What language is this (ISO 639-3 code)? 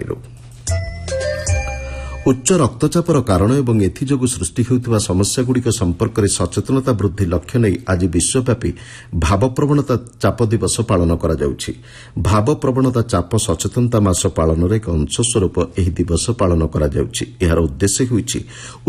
ori